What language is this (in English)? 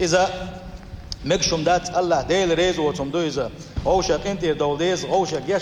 Chechen